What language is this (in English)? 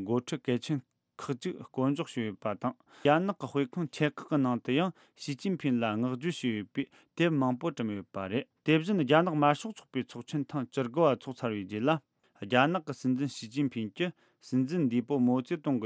Tibetan